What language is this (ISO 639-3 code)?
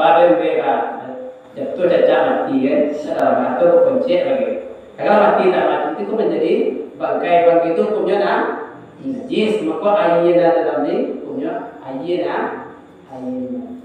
min